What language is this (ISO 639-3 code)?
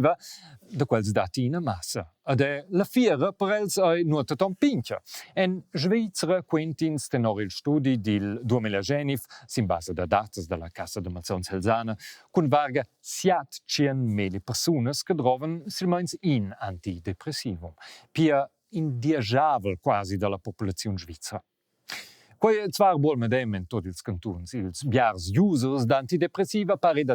roh